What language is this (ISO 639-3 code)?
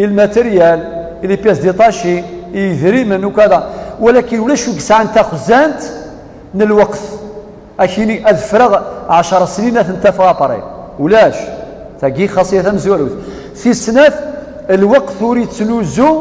kab